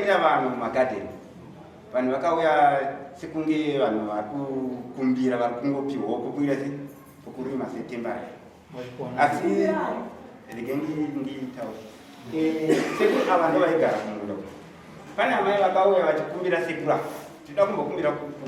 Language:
Shona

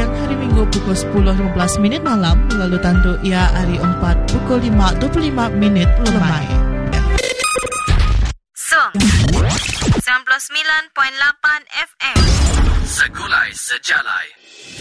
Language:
Iban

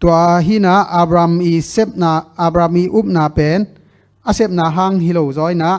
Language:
Tedim Chin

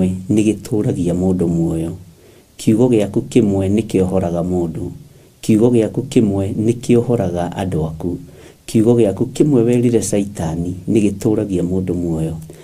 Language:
Kikuyu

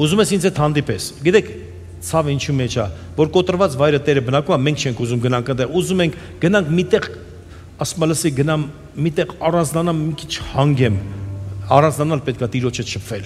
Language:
Armenian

